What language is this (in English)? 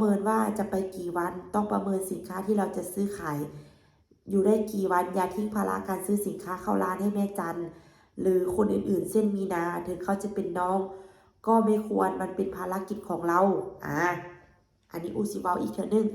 Lao